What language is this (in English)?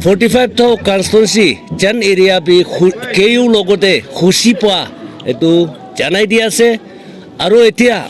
Naga Pidgin